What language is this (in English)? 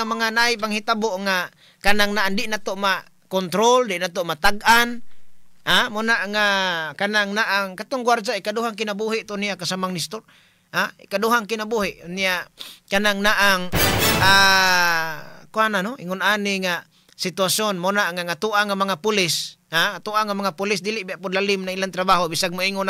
Cebuano